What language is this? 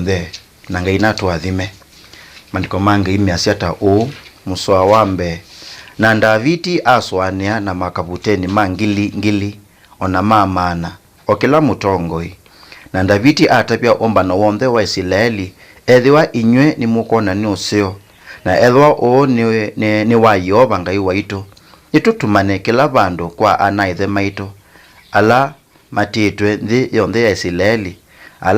Kamba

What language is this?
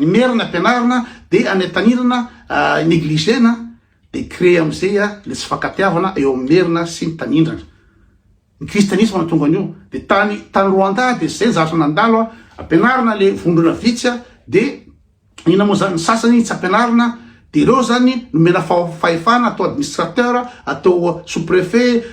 Malagasy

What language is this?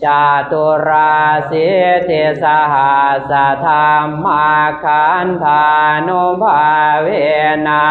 Pali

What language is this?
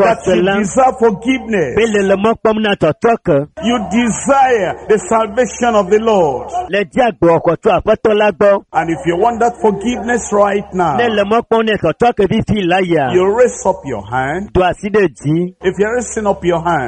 Ewe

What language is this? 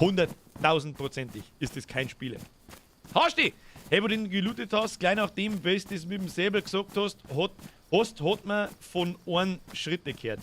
Bavarian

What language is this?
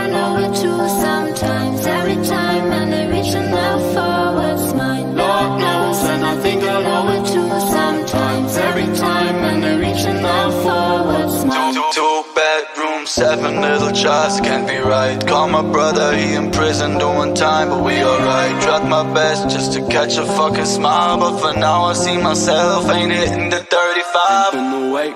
English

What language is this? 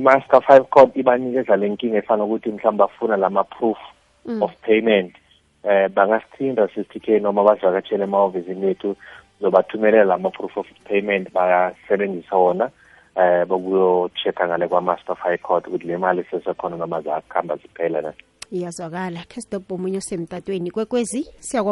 South Ndebele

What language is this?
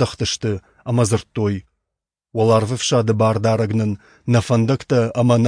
Ossetic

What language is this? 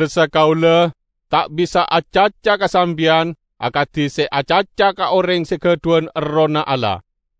Madurese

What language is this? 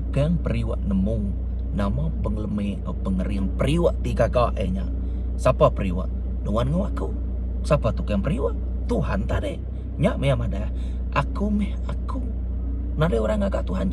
Iban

